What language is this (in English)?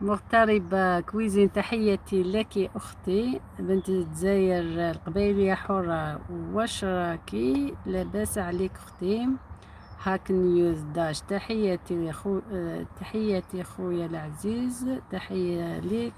Algerian Arabic